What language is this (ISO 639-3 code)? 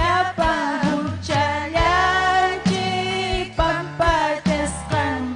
quy